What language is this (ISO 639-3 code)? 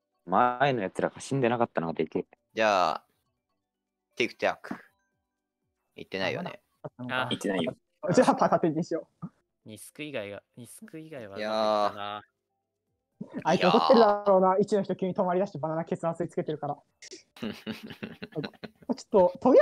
jpn